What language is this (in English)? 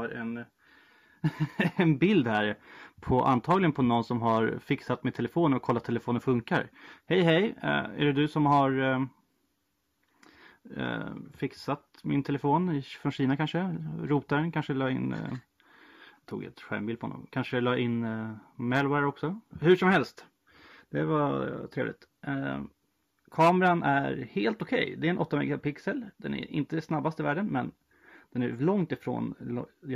Swedish